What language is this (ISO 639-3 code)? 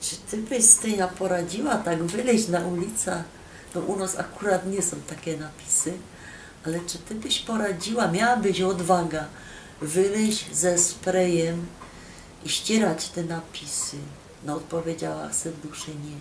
szl